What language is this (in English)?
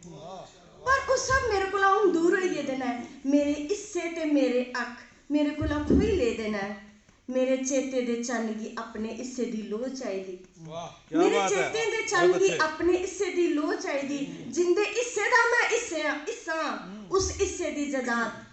Dogri